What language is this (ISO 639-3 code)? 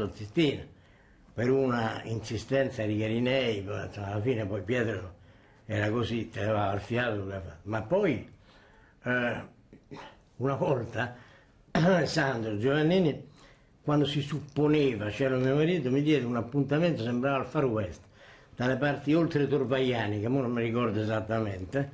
ita